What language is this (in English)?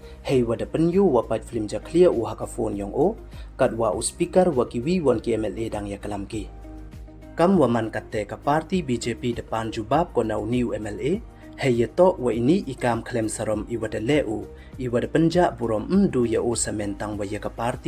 Pnar